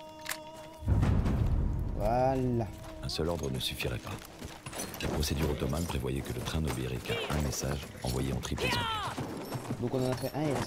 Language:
French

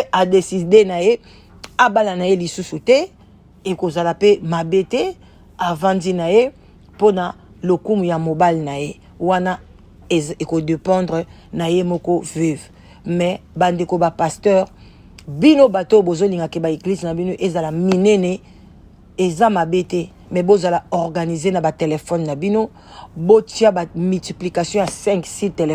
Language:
Lingala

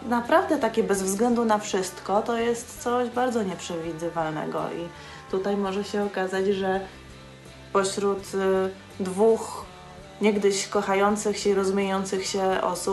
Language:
Polish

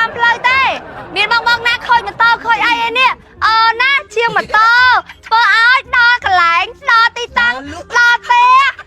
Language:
Khmer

